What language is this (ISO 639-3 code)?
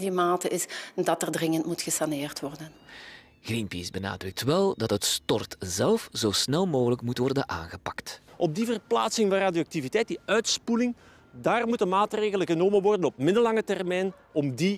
nld